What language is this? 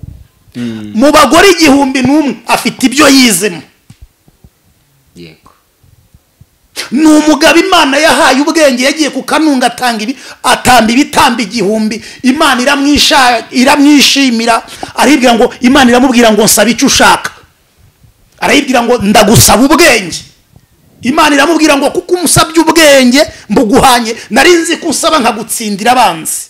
Kinyarwanda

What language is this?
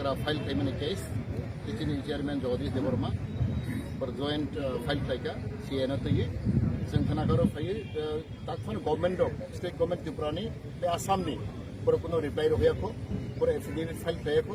Kok Borok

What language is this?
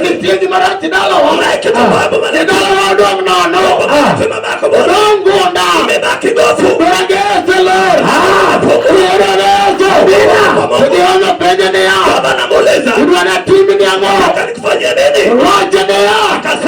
Luo (Kenya and Tanzania)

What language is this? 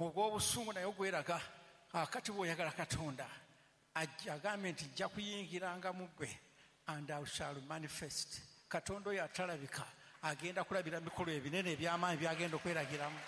Ganda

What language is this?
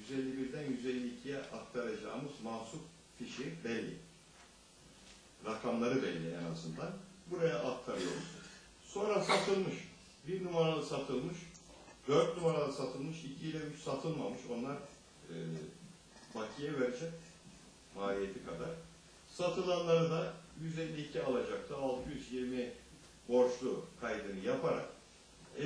Turkish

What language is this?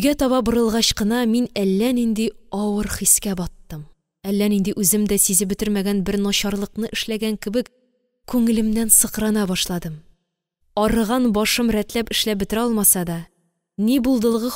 Tatar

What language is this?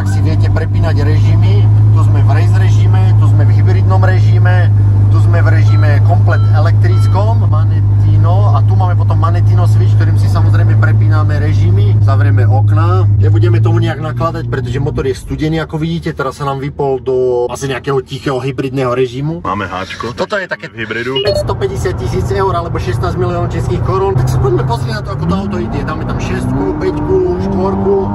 Slovak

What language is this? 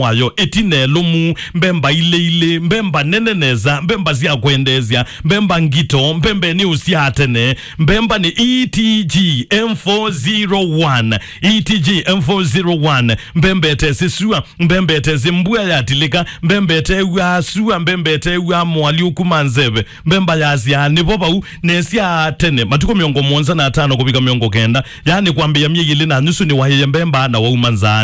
Kamba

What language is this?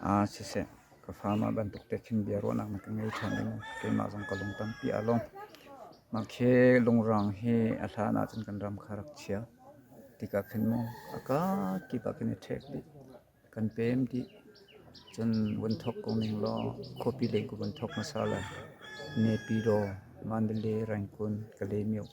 Hakha Chin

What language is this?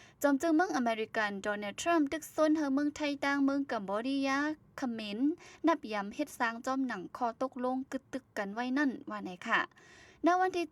Shan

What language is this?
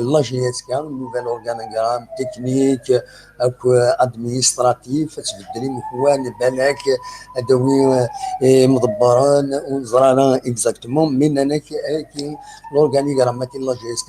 Kabyle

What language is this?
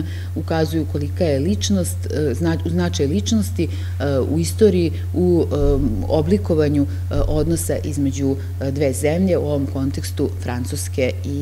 Serbian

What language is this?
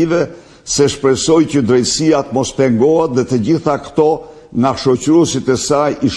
Albanian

